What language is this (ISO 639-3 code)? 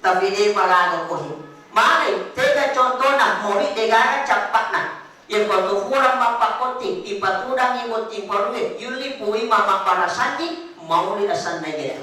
bug